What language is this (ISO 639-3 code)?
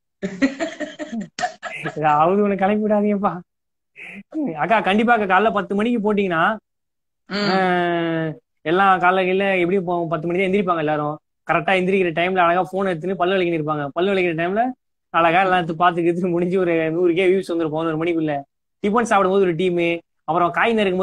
tam